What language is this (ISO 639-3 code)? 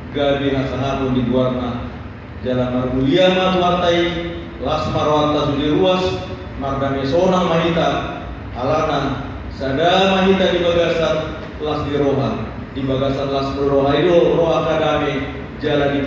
bbc